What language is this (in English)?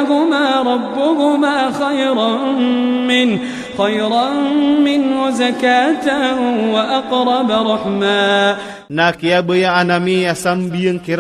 Iranun (Philippines)